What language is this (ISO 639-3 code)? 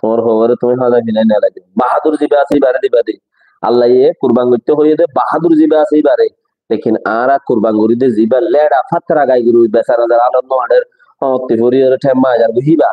rhg